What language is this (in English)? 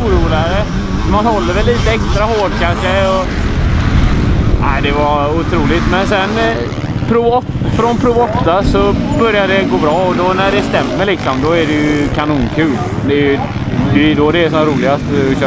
Swedish